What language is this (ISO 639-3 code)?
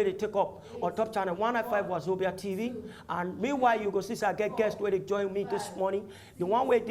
pcm